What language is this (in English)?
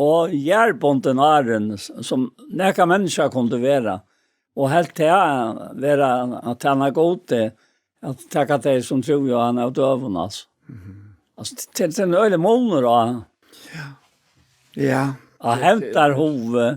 Faroese